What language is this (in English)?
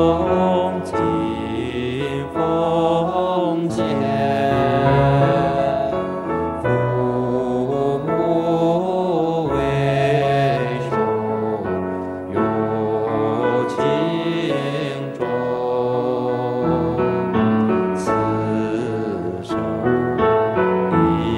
Chinese